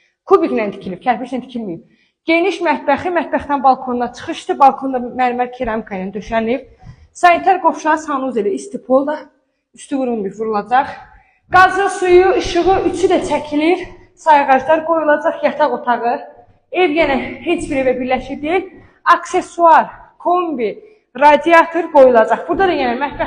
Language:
Azerbaijani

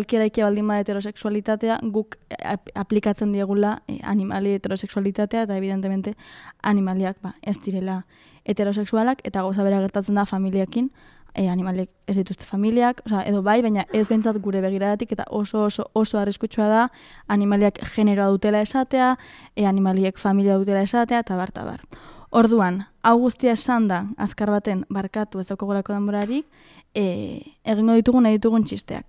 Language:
Basque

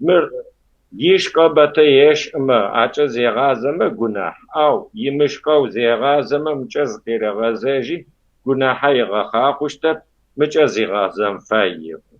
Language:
Kabardian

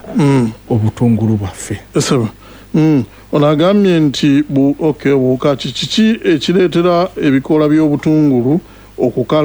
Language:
Ganda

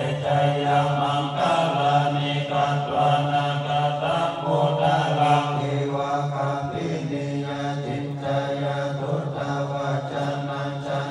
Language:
Pali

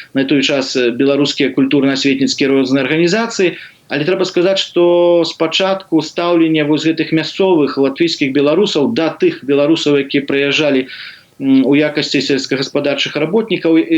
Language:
Belarusian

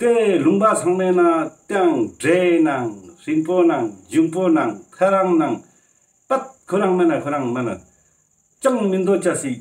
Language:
Ladakhi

